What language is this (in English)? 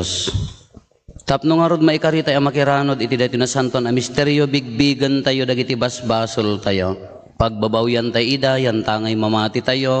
Iloko